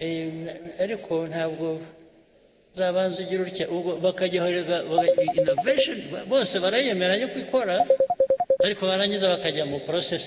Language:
Kinyarwanda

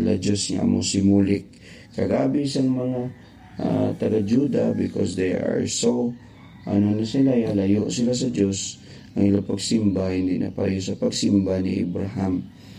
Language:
Hiligaynon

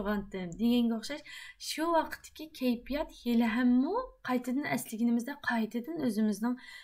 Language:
Uyghur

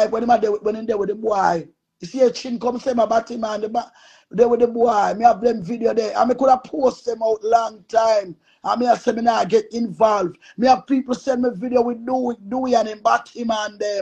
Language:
Jamaican Creole English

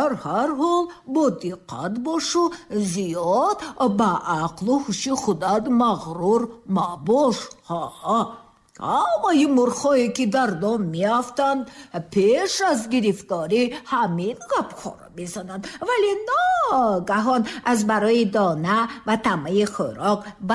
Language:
Tajik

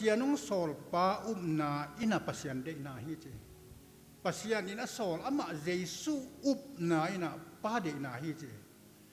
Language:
Tedim Chin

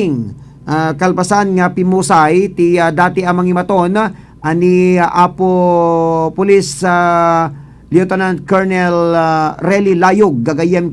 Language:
Iloko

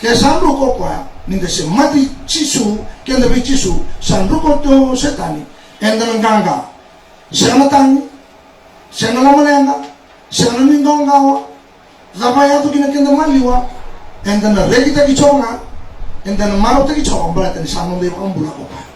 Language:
Fijian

